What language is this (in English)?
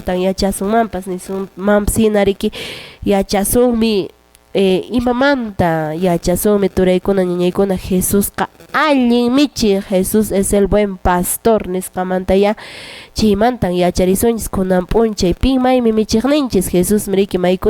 Quechua